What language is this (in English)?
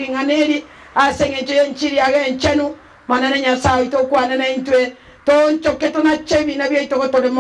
Gusii